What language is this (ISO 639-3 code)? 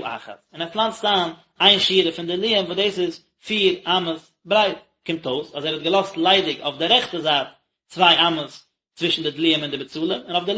yid